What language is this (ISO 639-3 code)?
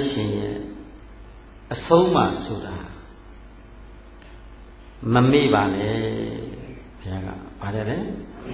mya